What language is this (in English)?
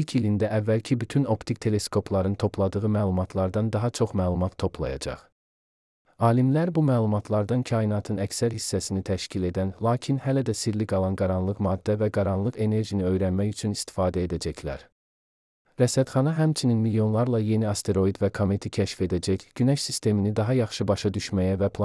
Azerbaijani